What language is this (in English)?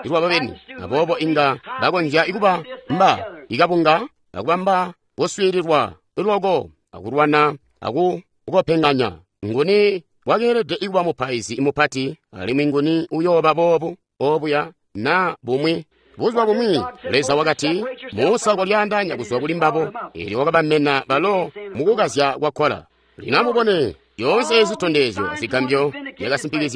Tonga (Zambia)